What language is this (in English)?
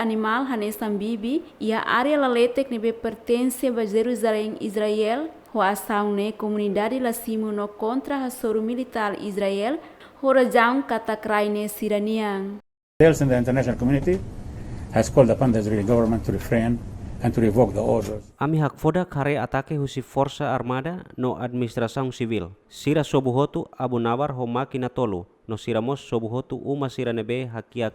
Tetum